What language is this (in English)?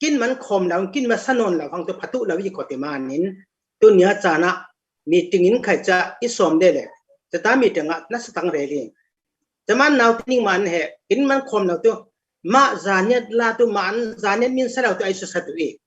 Falam Chin